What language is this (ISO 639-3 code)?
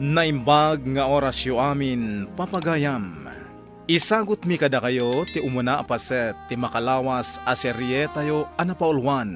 ilo